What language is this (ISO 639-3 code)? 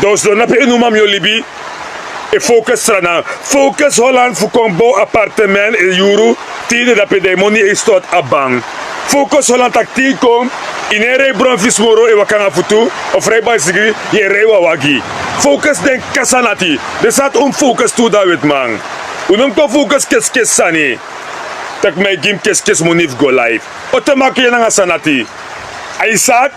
srn